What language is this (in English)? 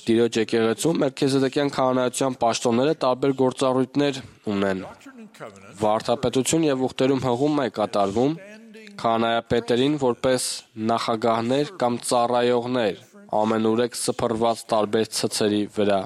Armenian